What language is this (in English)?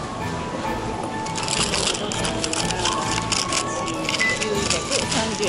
Japanese